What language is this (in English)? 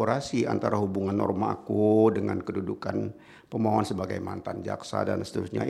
Indonesian